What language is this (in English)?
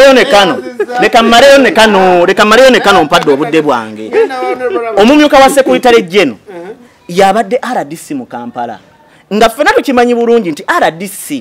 Ganda